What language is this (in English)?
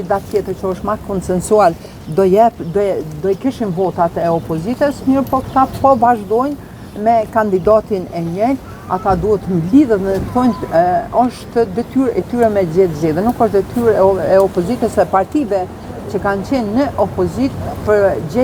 Albanian